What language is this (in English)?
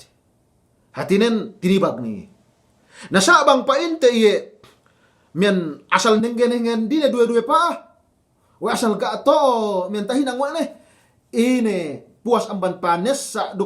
Yakan